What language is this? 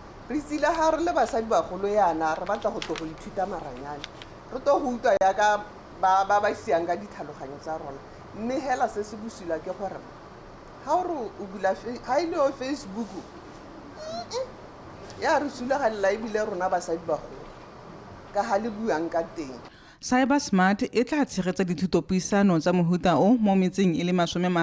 Tswana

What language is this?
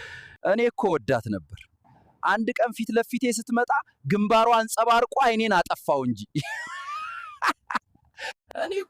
Amharic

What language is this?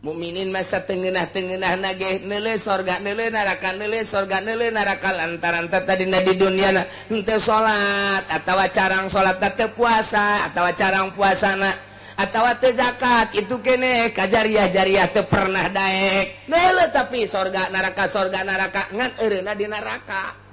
Sundanese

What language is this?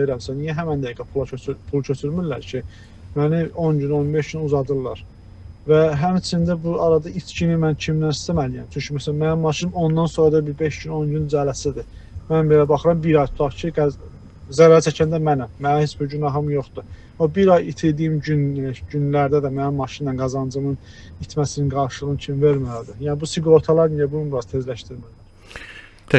Azerbaijani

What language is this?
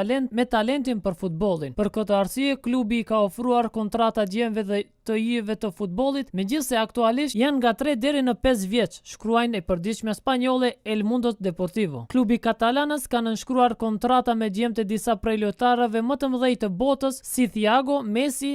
Albanian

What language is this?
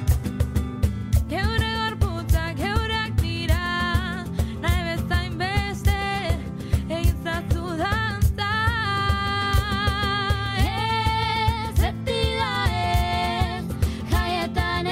Basque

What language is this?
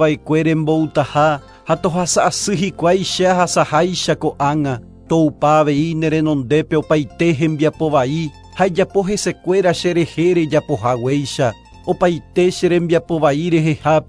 Guarani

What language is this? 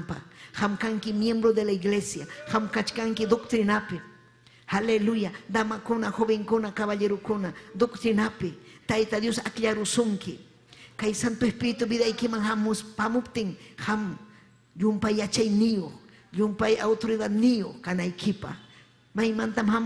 Ayacucho Quechua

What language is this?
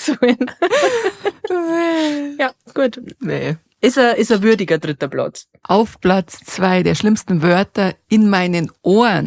Bavarian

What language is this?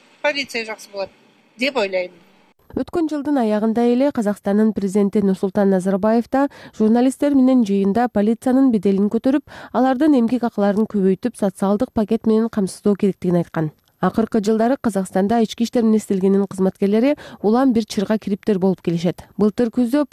Kyrgyz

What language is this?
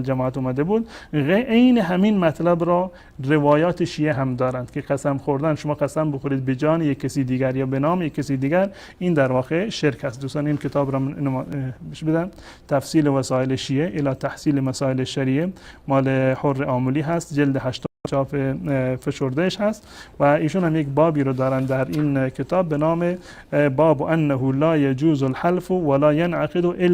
Persian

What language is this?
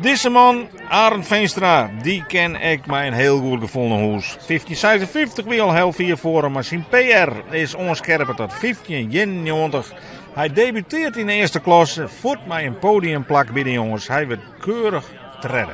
Western Frisian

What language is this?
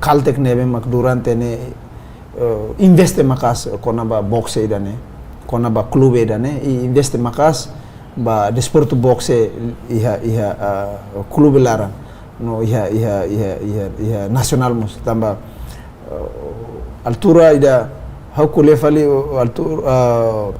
Tetum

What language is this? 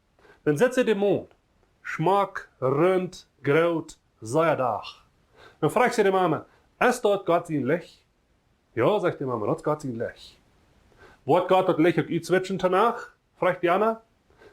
Plautdietsch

